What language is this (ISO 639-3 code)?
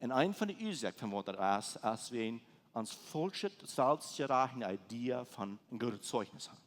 pdt